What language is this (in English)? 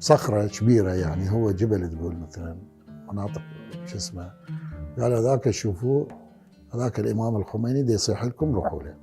Mesopotamian Arabic